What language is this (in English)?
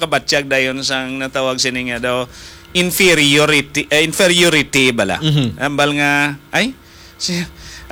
Hiligaynon